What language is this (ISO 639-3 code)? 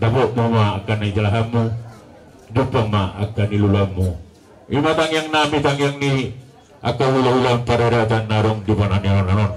bbc